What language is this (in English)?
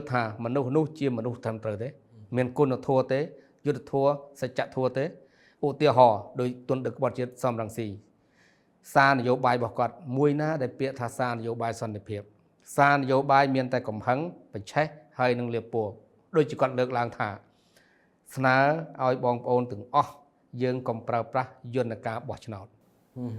Khmer